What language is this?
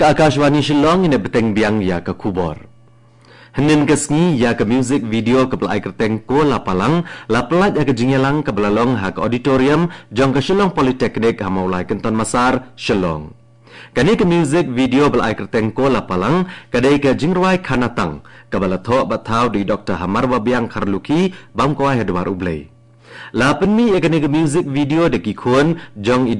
Khasi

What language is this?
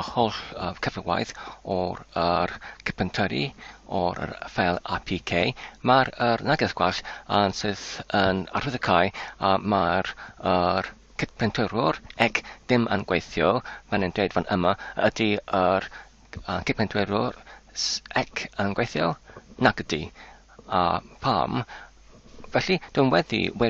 Welsh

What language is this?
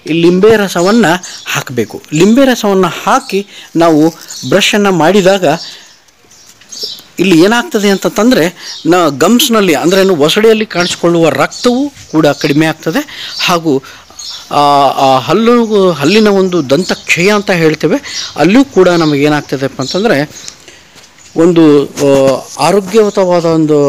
Kannada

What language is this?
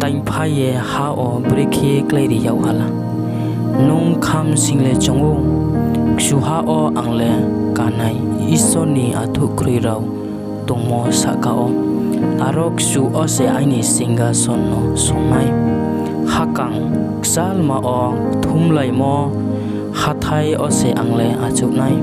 Riang (India)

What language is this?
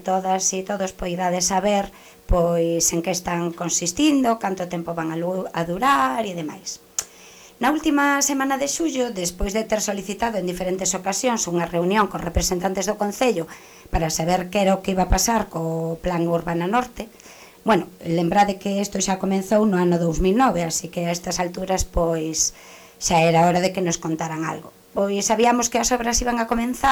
Galician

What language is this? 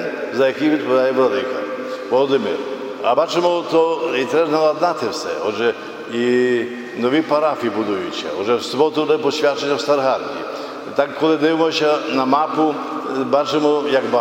Ukrainian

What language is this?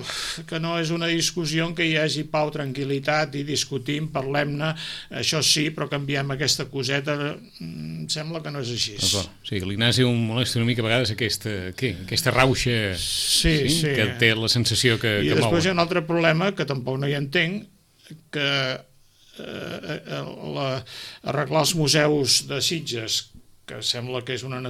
Catalan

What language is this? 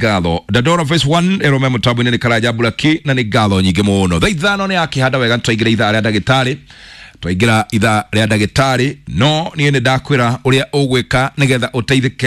Kikuyu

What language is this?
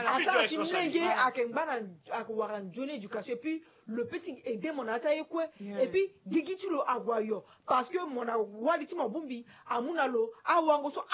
Sango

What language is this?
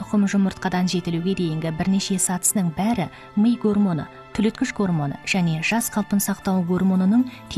Kazakh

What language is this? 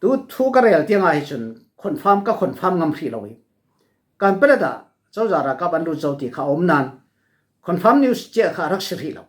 Falam Chin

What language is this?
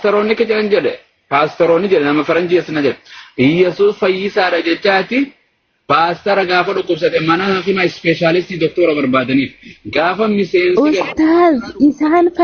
Oromo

